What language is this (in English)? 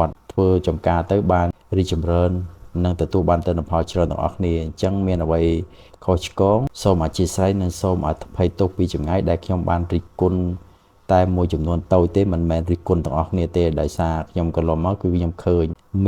Khmer